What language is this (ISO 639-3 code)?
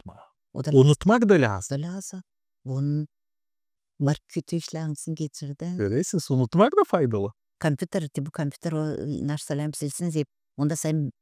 gag